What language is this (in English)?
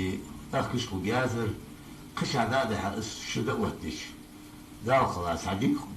Ingush